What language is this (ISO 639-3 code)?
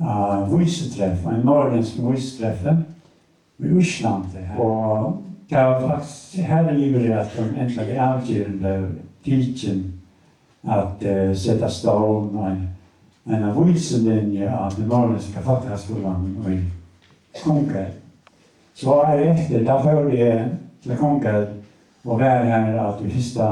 fao